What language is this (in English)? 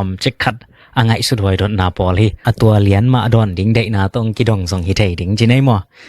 Tedim Chin